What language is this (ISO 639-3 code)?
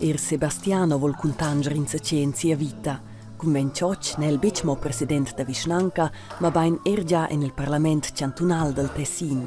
roh